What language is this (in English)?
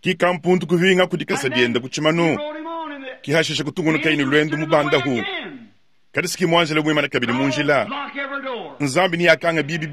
Luba-Lulua